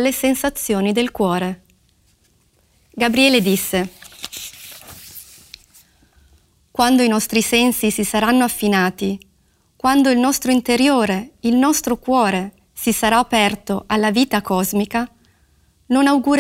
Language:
Italian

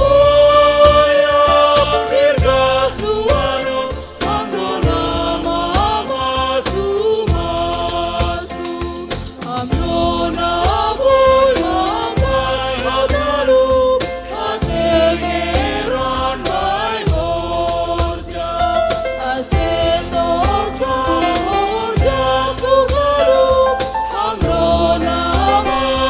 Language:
Batak Simalungun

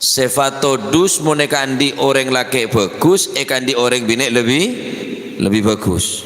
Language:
Madurese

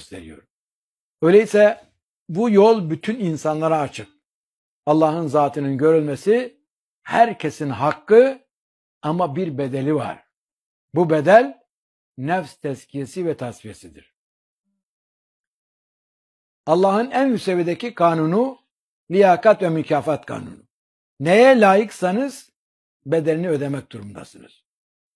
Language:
Turkish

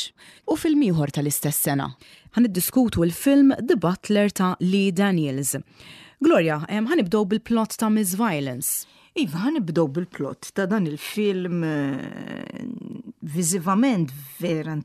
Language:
Maltese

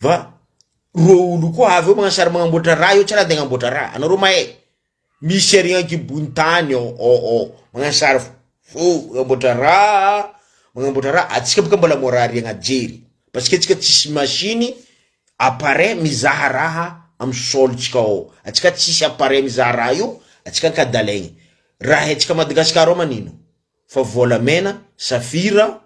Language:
Malagasy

